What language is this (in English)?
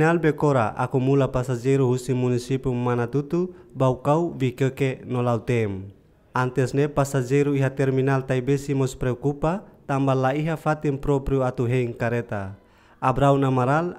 Tetum